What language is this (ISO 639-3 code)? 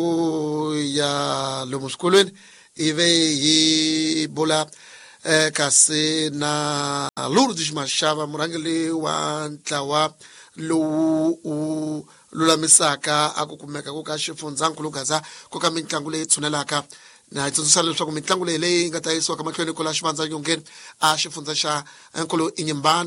tso